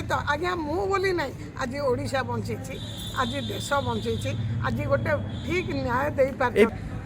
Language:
Odia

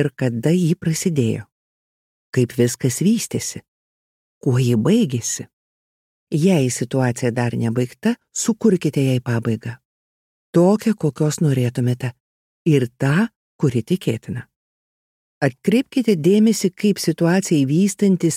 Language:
Lithuanian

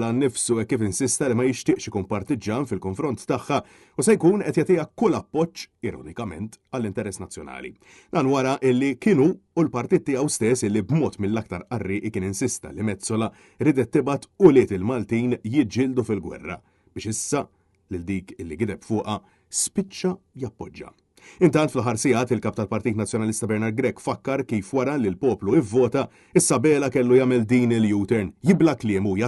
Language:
Maltese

